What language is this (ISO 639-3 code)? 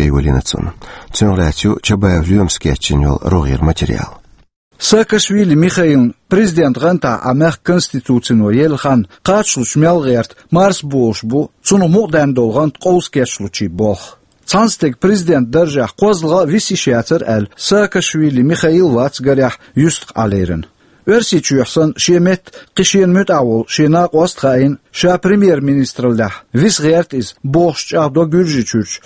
che